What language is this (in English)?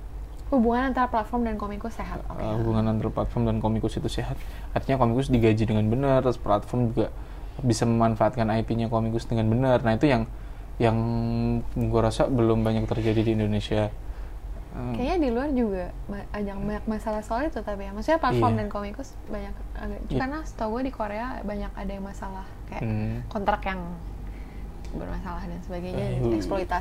Indonesian